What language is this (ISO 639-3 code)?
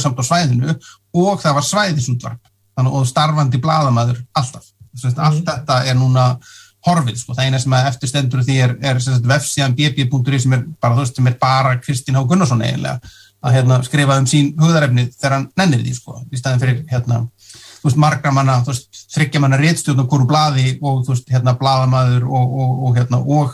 isl